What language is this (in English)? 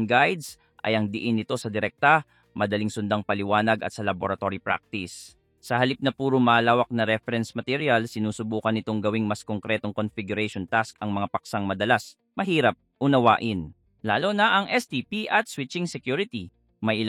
Filipino